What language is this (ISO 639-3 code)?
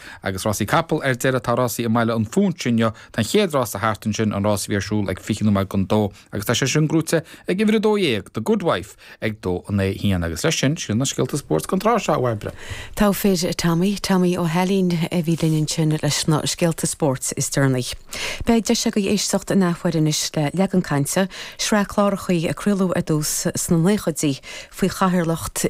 gle